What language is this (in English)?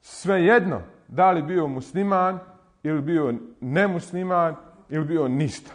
Bosnian